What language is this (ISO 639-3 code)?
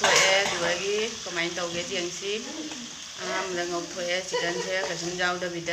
mni